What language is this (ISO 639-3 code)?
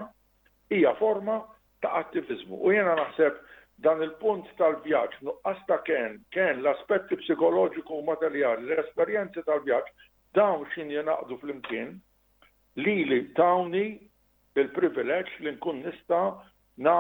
mlt